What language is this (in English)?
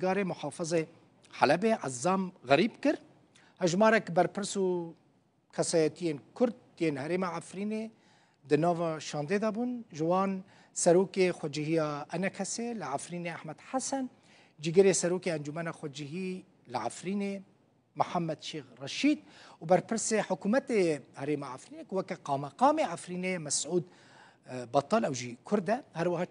Kurdish